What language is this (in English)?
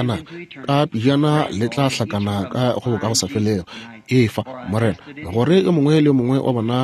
Northern Sotho